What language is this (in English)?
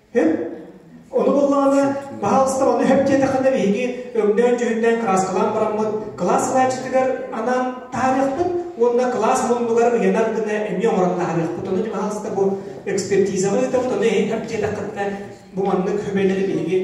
Yakut